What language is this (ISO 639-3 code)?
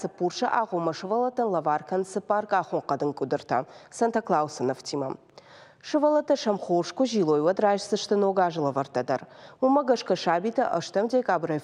oss